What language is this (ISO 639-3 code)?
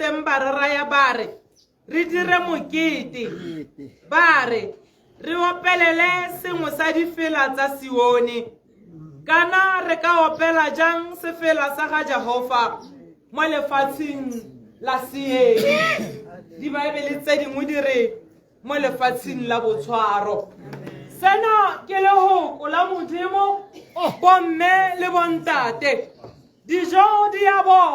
tsn